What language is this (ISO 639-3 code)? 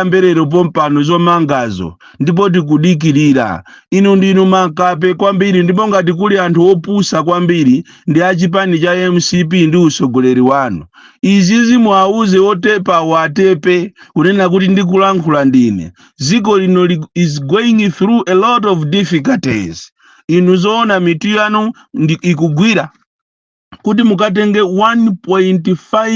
nya